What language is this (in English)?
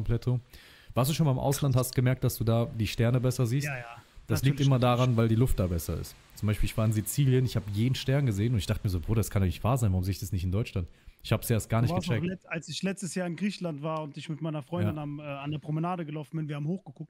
German